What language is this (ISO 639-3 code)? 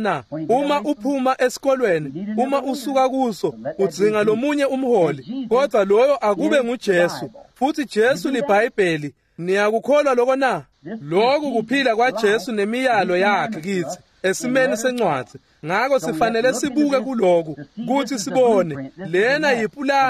ssw